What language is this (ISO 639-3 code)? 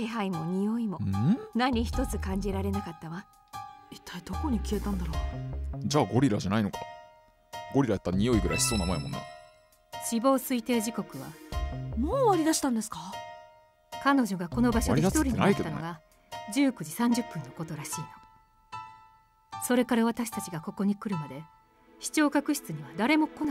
jpn